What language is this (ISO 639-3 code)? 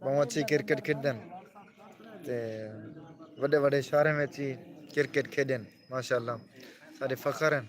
skr